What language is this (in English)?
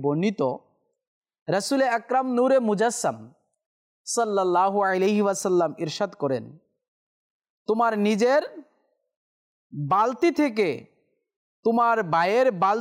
Bangla